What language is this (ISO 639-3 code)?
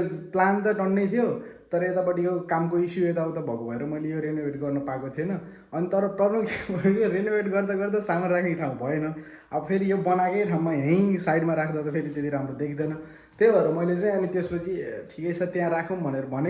nep